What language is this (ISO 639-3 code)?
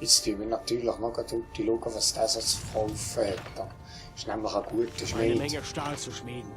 gsw